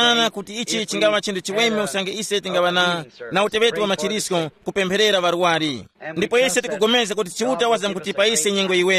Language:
Tumbuka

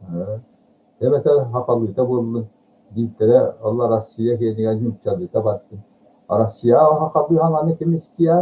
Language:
Yakut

